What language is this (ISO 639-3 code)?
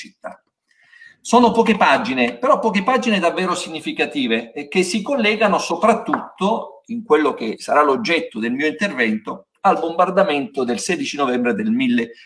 ita